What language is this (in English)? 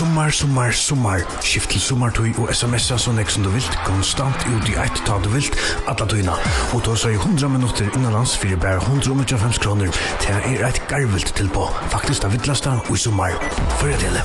Faroese